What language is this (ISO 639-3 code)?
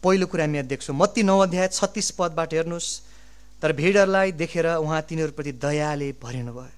nep